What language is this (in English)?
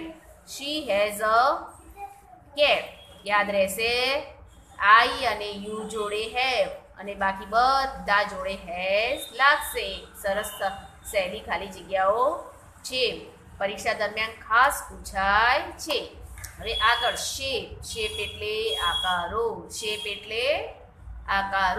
Gujarati